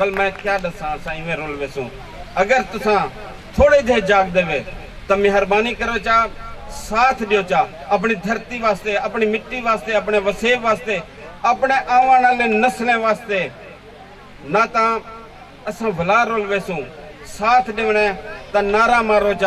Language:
Saraiki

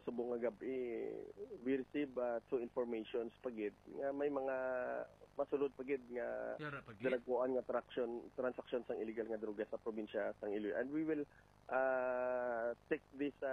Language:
Hiligaynon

